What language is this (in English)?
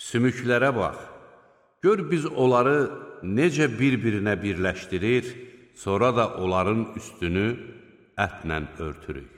Azerbaijani